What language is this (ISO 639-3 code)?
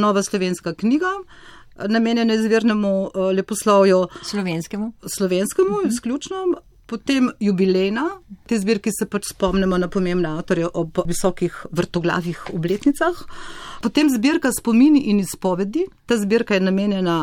slv